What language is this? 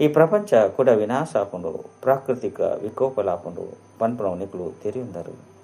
Tulu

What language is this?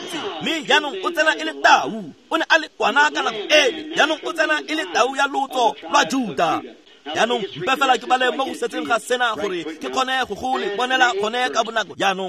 Tswana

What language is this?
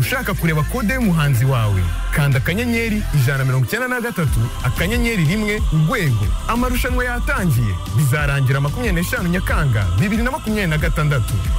Kinyarwanda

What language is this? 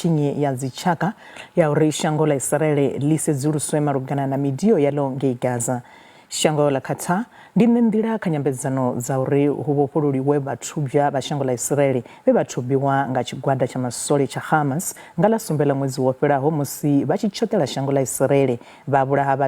Venda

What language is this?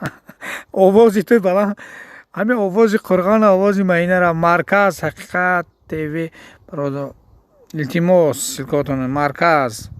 Tajik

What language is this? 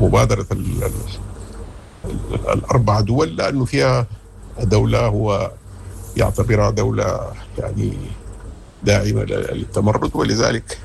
Sudanese Arabic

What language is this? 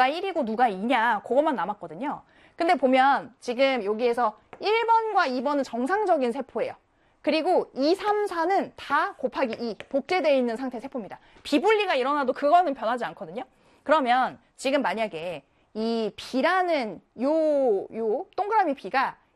Korean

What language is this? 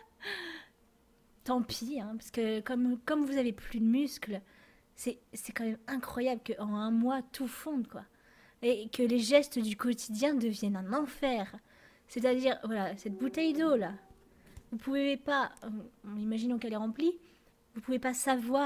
French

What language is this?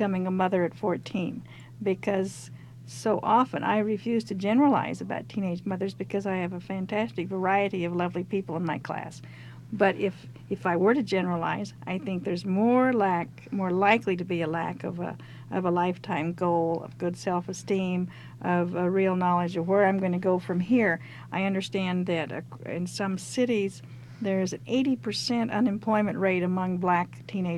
English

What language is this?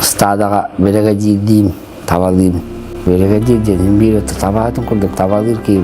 Yakut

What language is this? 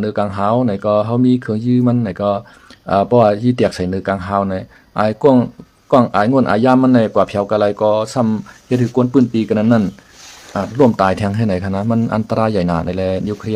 Shan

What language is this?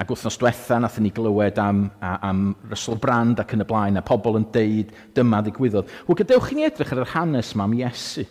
Welsh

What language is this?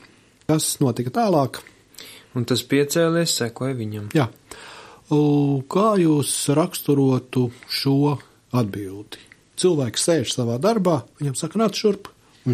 Latvian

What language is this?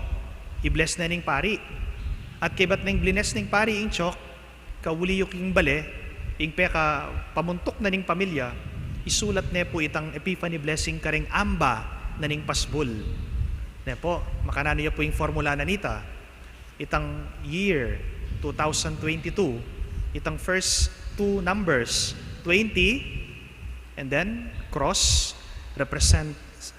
Pampanga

